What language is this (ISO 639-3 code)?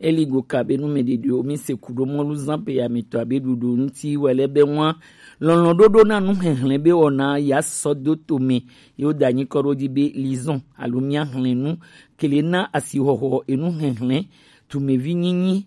gej